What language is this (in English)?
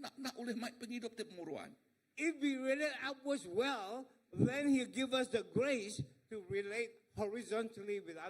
Iban